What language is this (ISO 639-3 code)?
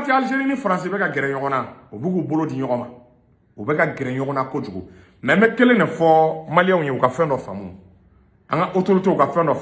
bam